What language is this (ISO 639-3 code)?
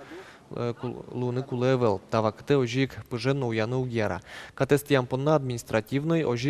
udm